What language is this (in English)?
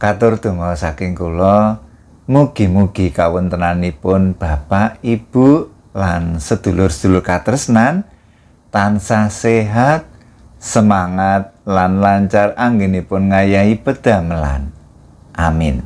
Javanese